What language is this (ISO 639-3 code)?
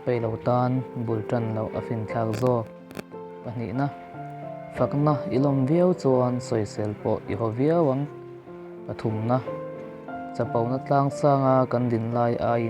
lus